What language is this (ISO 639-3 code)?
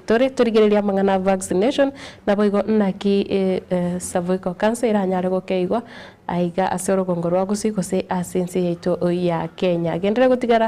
guz